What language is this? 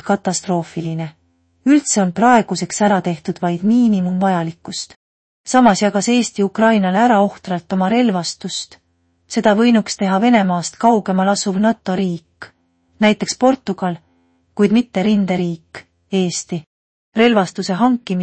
Estonian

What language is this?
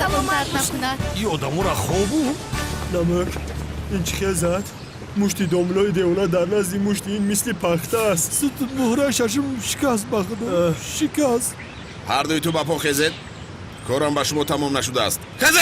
Tajik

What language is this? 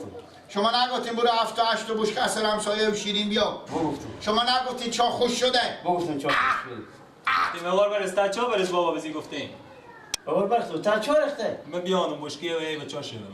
Persian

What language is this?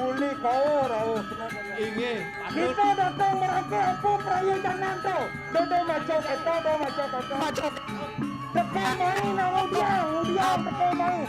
Balinese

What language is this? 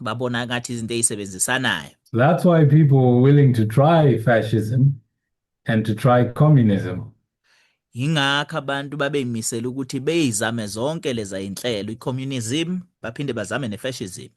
Zulu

